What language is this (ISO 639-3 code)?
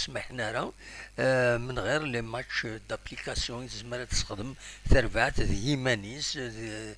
kab